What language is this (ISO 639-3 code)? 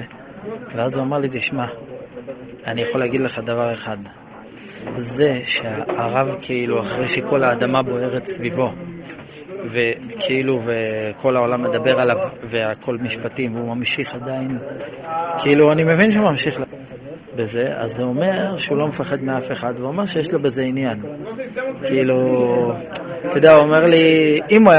heb